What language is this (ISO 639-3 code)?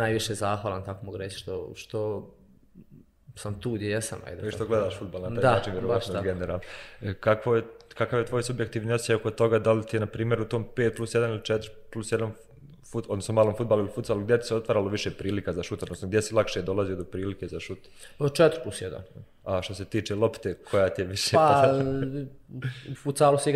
bos